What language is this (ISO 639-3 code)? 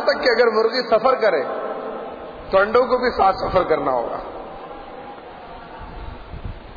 urd